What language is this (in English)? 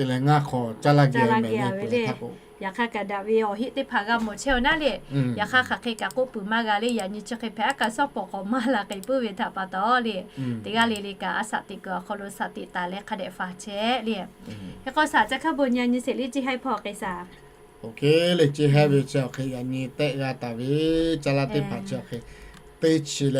Lahu